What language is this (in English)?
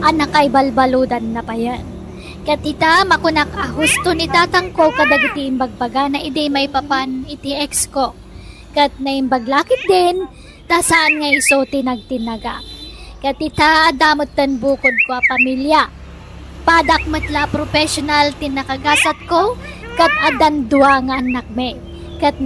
Iloko